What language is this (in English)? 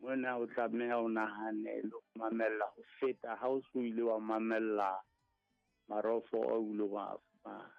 Southern Sotho